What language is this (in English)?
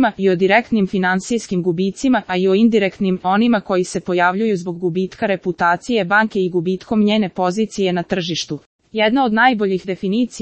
Serbian